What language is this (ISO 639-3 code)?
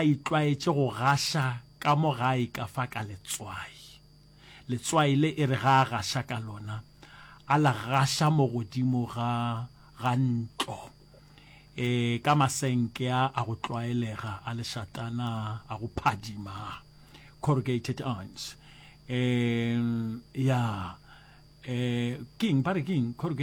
nso